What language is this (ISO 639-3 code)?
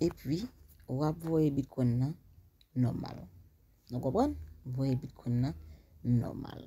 hat